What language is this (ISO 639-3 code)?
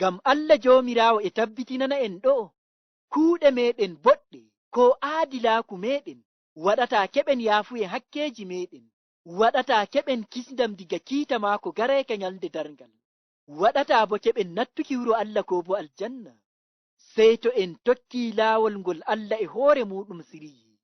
fuv